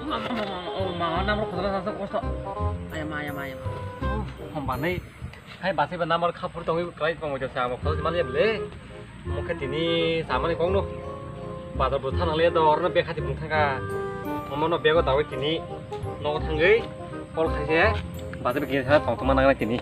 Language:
Kok Borok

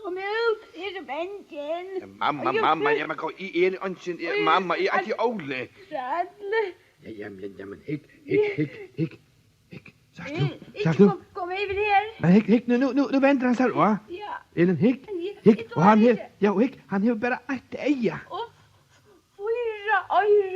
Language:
Faroese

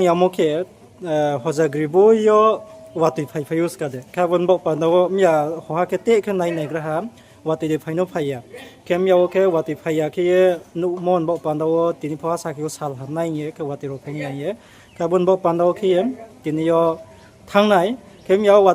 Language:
Riang (India)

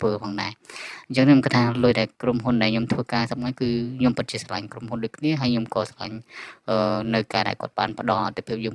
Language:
Khmer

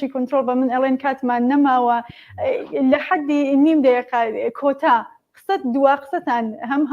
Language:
Central Kurdish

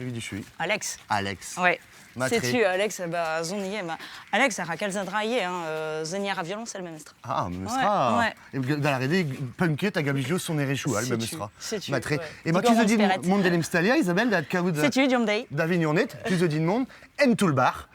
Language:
Breton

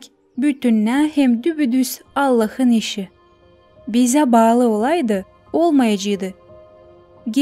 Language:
Gagauz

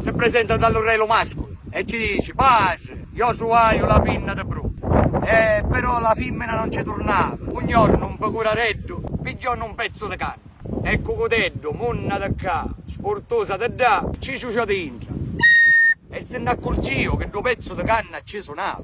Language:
Sicilian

